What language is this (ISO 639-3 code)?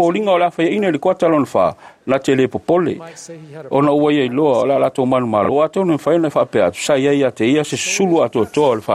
smo